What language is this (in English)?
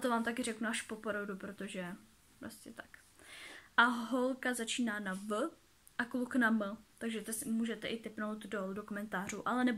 Czech